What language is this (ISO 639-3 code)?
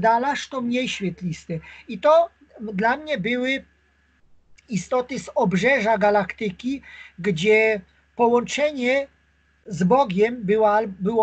pol